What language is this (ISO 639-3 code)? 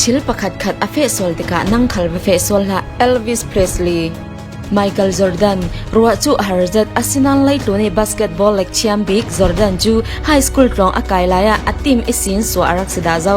cfm